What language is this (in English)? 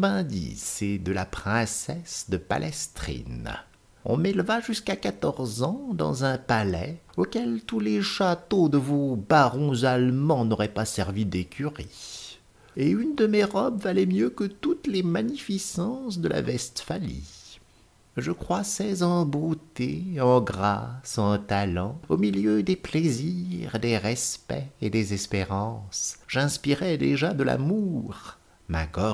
French